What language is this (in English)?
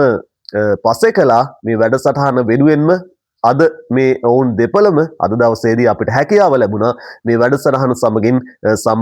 Sinhala